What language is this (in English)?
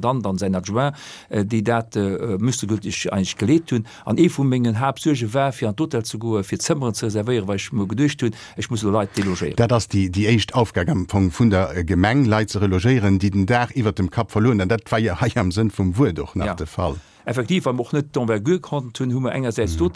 Luxembourgish